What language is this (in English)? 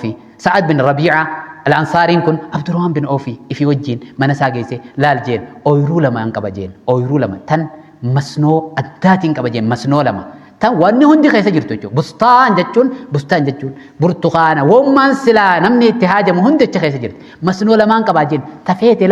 Oromo